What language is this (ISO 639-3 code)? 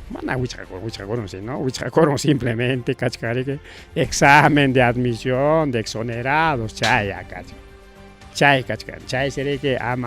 quy